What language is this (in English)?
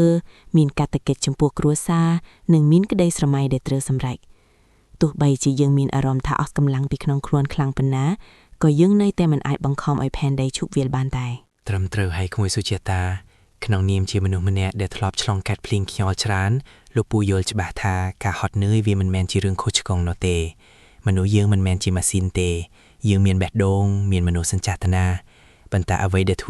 Khmer